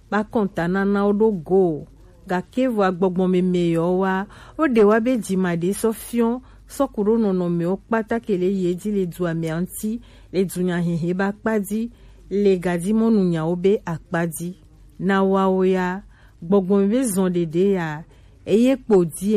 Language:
Gen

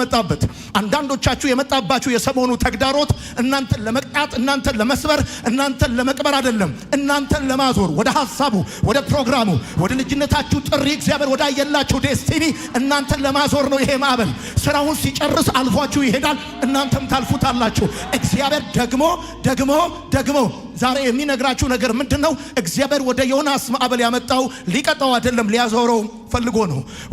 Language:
Amharic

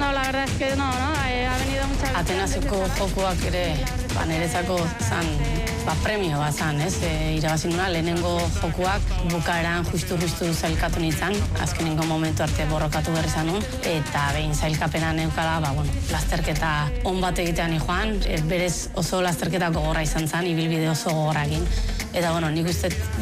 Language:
Basque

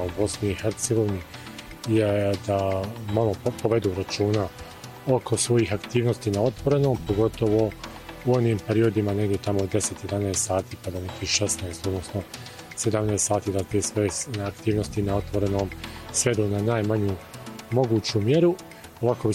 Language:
Bosnian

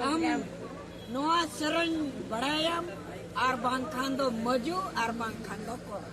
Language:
Santali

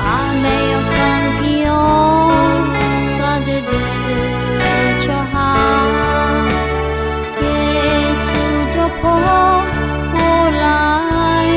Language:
Akha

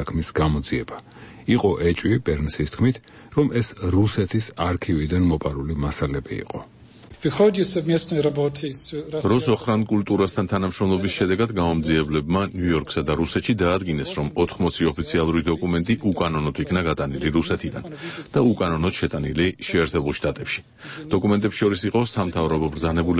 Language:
Georgian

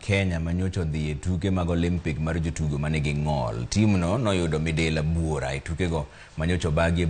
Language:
Luo (Kenya and Tanzania)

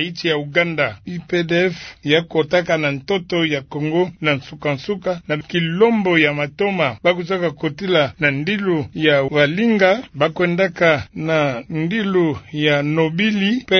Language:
Kituba (Democratic Republic of Congo)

